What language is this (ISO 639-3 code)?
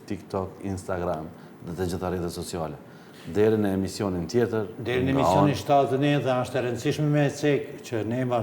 sqi